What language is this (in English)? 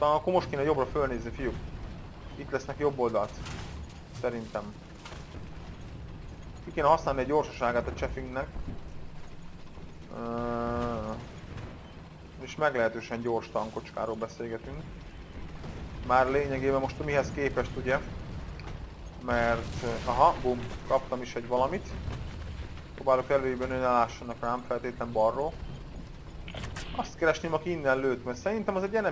Hungarian